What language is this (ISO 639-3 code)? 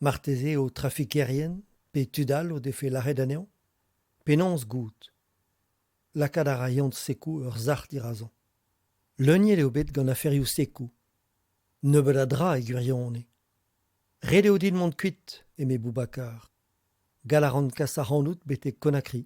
bre